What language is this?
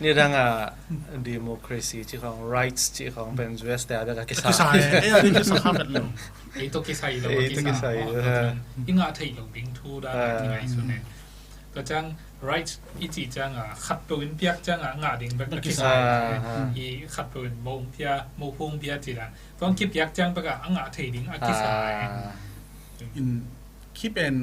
Tedim Chin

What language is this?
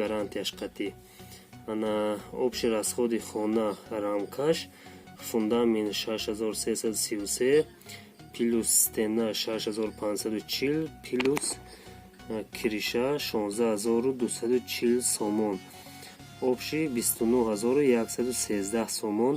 Tajik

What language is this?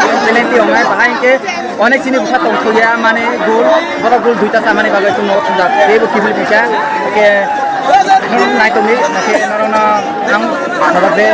Kok Borok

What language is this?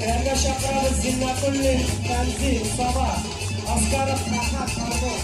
Tatar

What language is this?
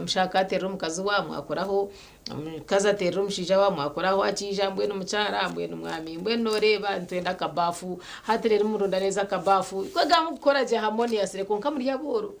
Nyankole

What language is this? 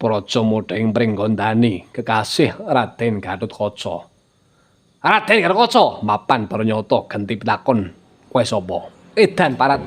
Javanese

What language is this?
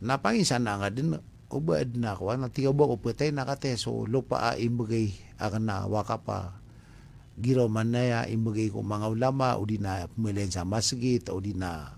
Maranao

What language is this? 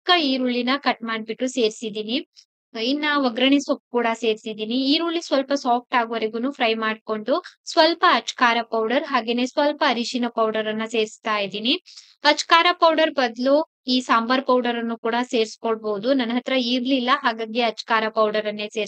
Kannada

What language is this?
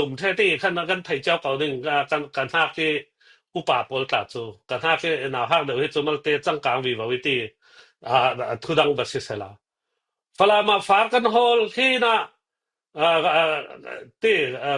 Falam Chin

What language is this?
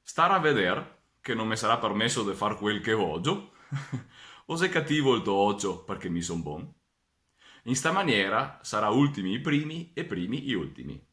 Venetian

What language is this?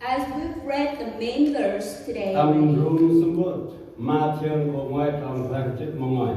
Central Mnong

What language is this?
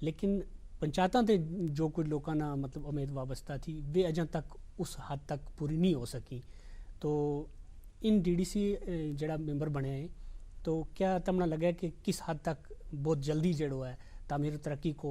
Gujari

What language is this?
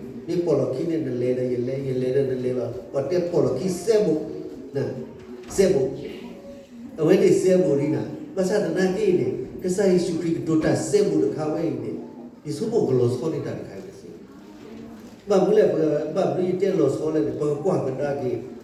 S'gaw Karen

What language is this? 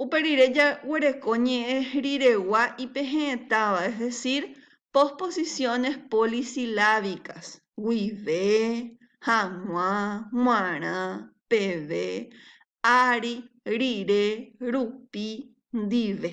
Guarani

